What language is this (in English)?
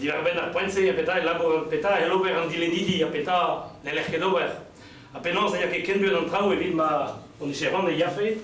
Breton